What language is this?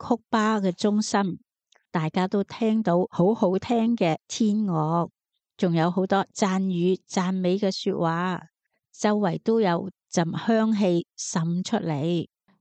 Cantonese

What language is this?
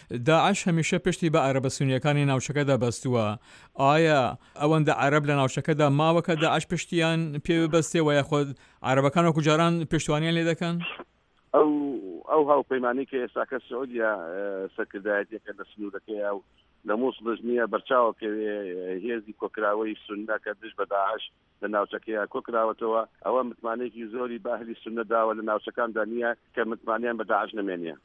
Central Kurdish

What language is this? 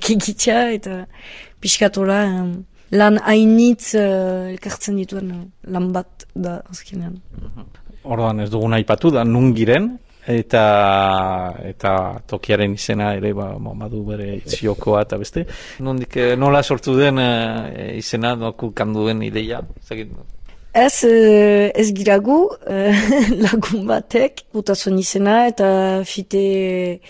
Basque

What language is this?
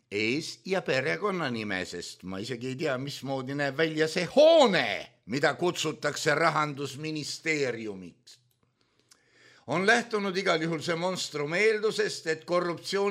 Estonian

